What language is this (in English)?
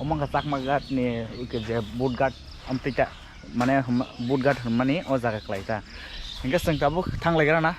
Kok Borok